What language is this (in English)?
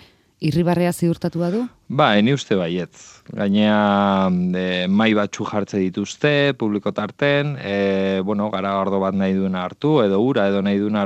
Basque